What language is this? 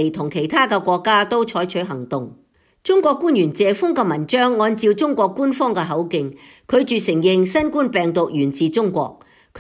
Cantonese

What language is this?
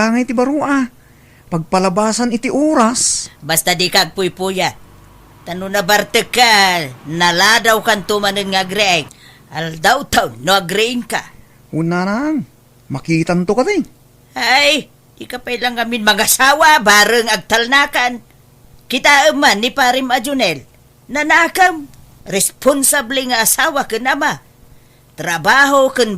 Iloko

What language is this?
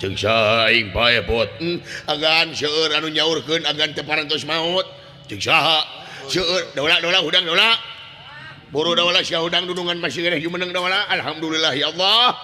Sundanese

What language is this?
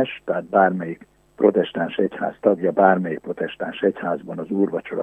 Hungarian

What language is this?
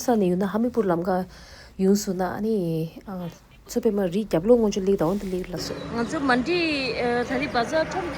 Tibetan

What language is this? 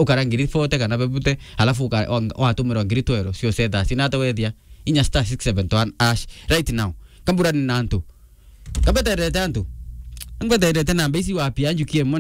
Meru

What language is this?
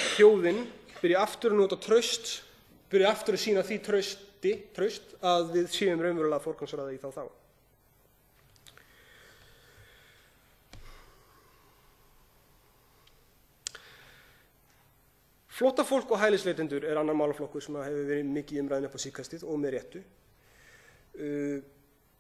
Icelandic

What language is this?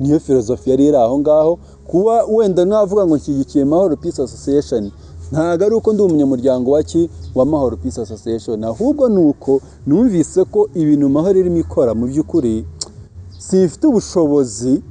Kinyarwanda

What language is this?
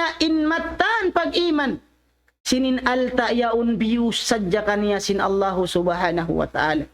Tausug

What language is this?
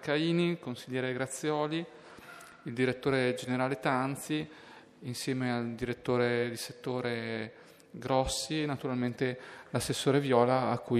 Italian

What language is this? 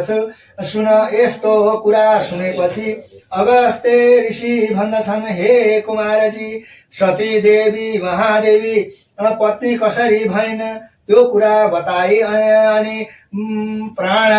Nepali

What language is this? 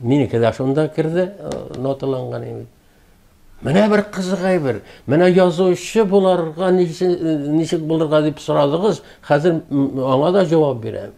Tatar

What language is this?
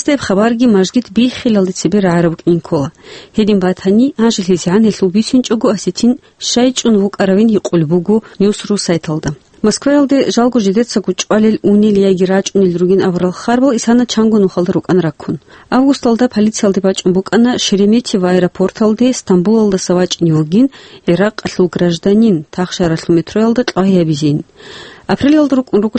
Avaric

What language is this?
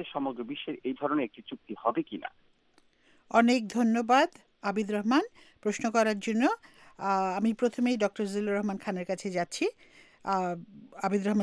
Bangla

